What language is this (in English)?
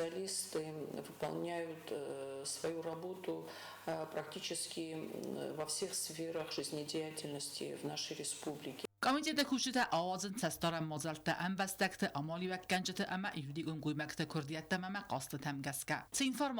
Ossetic